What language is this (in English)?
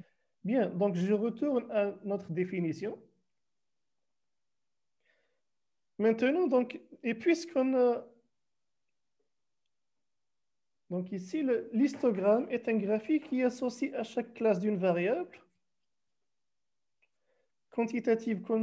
French